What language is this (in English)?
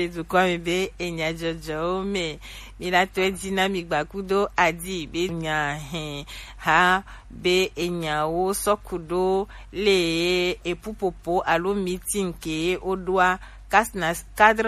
Gen